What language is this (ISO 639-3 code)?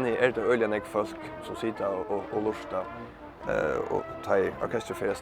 fao